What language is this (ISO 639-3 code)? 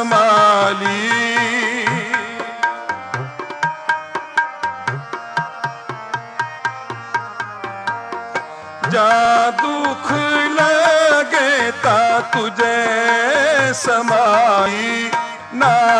pan